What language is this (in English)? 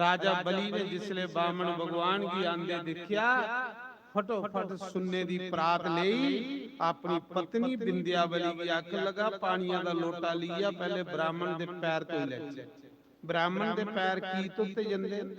Dogri